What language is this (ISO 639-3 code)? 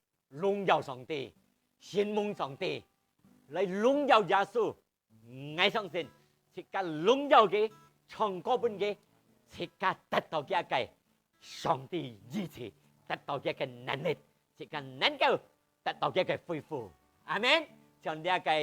hak